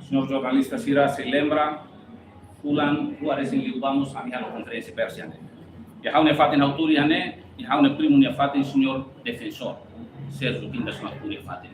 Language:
Tetum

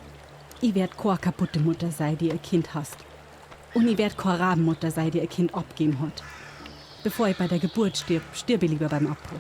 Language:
Bavarian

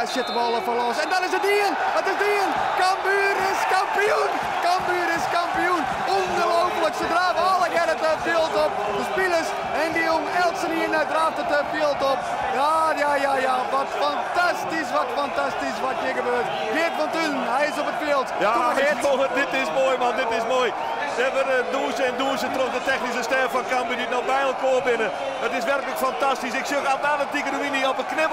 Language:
Western Frisian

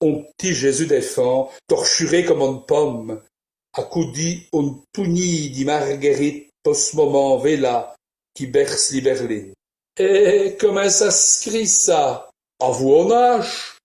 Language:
Walloon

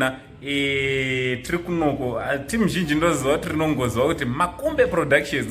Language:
Shona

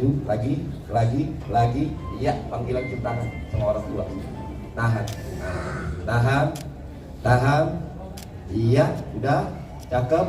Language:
Betawi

